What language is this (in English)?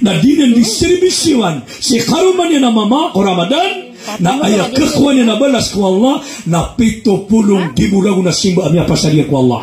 Maranao